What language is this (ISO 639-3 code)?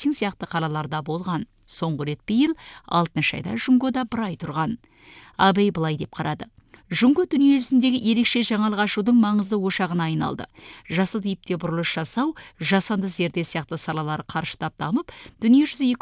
kaz